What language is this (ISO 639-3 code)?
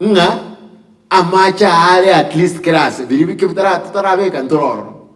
guz